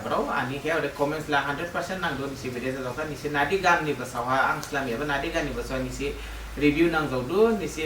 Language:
Dimasa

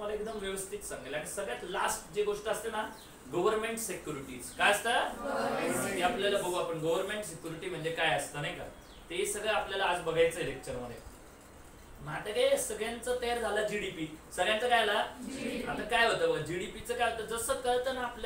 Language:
Marathi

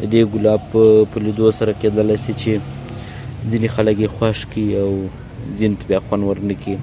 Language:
Pashto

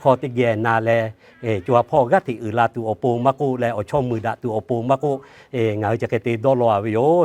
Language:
Lahu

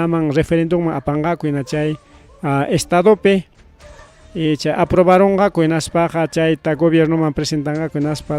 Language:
Ayacucho Quechua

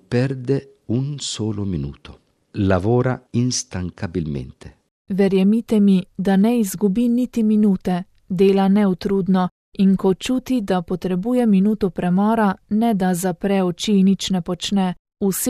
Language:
Slovenian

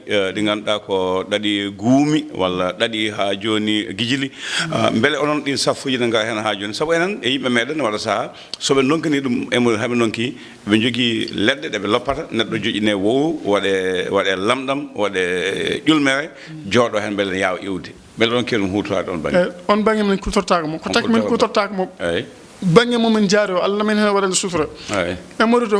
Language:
Fula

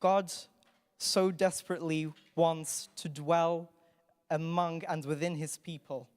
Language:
English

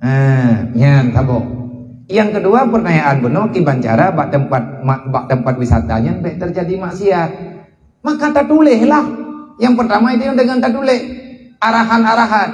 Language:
Achinese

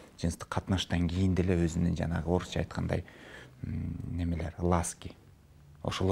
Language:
Kyrgyz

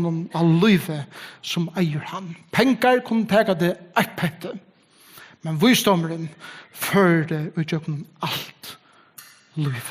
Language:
Faroese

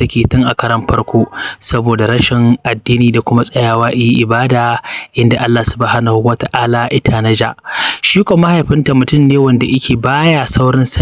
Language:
Hausa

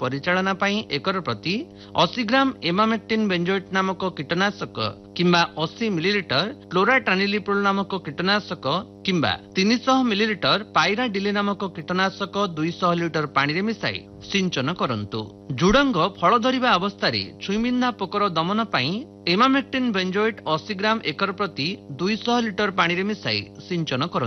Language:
Odia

